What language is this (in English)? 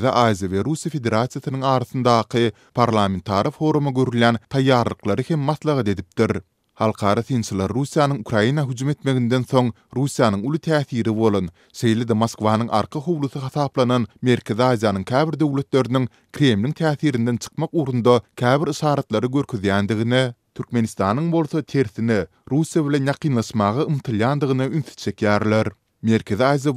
Turkmen